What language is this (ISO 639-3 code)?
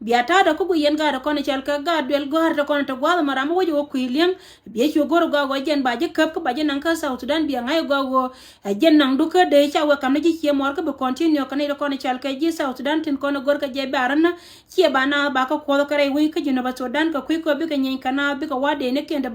nus